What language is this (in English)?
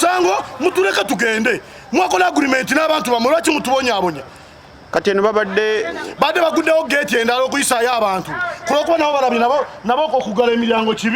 Ganda